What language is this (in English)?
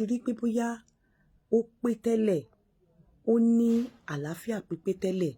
Yoruba